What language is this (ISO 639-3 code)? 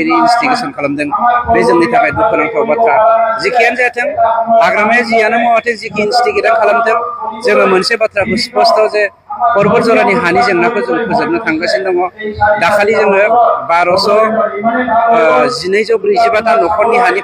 brx